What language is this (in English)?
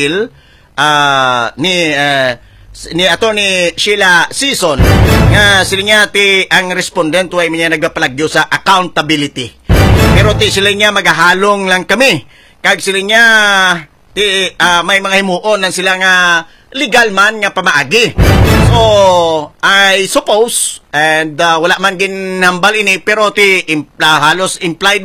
Hiligaynon